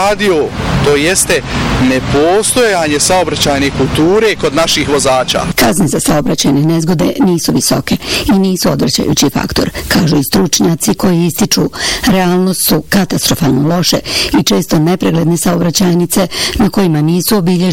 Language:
Bosnian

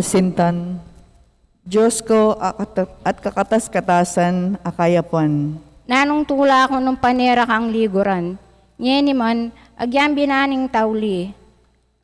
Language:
Pampanga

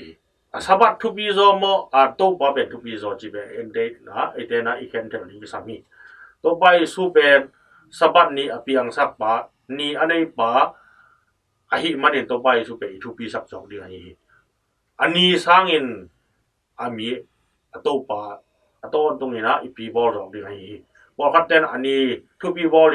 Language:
Tedim Chin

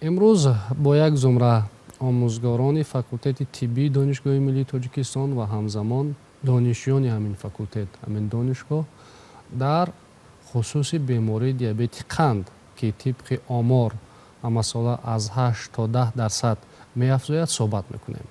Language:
Tajik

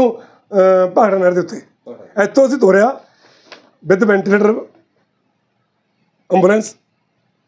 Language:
Punjabi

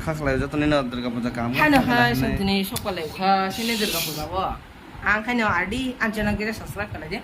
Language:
Kok Borok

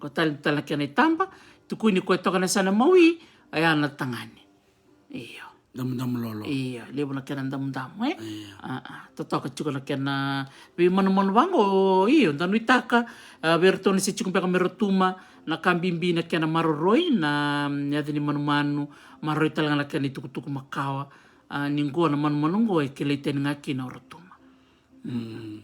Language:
Fijian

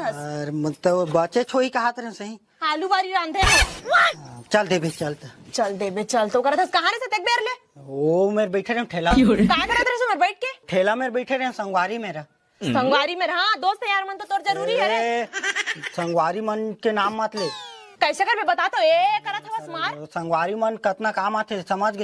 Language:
Chhattisgarhi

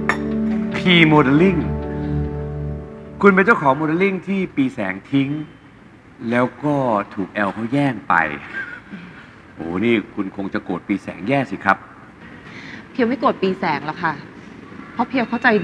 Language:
Thai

